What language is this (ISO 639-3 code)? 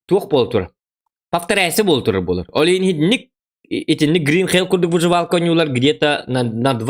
sah